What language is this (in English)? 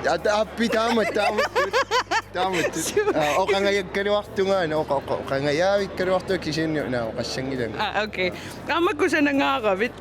Kalaallisut